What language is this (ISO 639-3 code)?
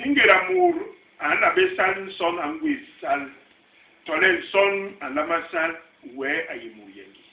bas